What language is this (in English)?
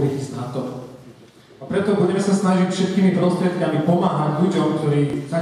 Slovak